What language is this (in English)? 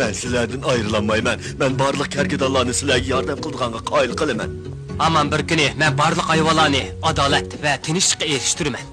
Uyghur